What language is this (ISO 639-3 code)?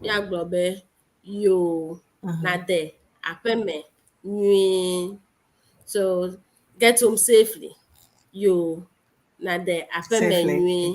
ewe